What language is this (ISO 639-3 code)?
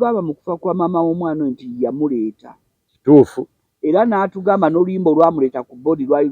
lug